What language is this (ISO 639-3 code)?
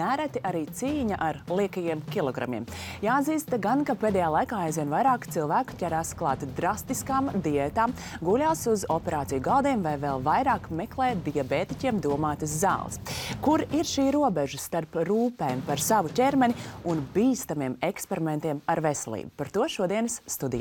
lav